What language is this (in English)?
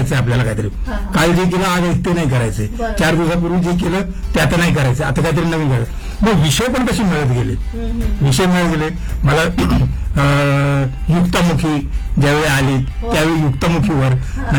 Marathi